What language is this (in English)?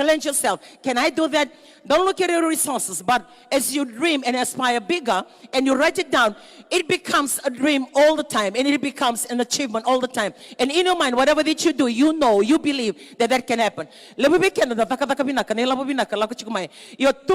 Fijian